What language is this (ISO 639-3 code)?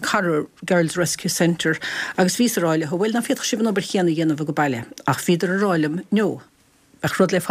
gle